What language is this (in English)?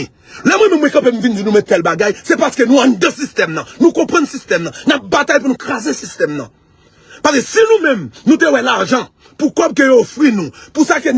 Haitian Creole